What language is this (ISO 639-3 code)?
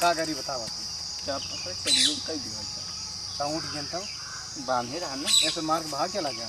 awa